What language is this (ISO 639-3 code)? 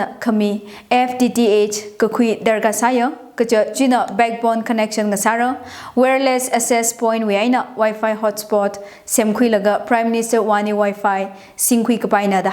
nmf